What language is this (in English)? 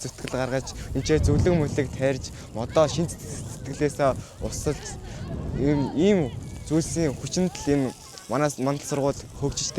Mongolian